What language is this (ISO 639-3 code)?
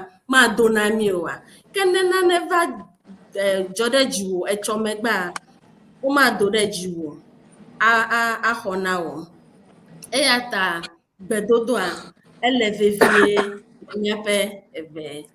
ewe